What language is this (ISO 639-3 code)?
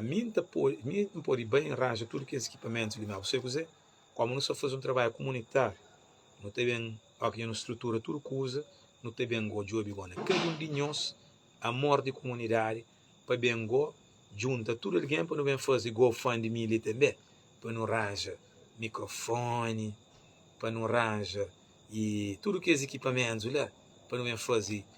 kea